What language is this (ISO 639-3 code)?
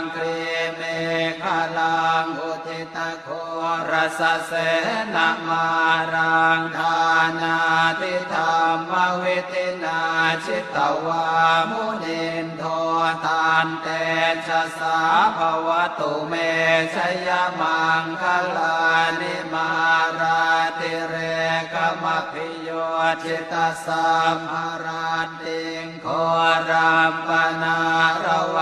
pli